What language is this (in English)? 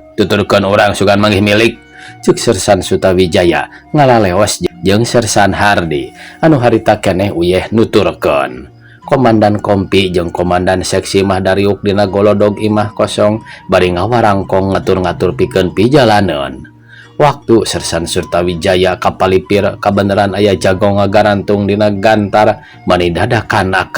Sundanese